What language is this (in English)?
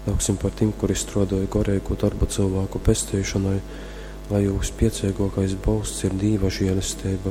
Latgalian